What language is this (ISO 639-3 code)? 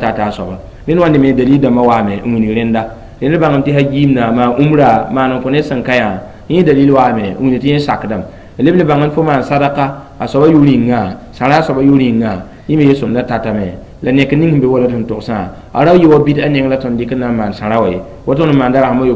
mos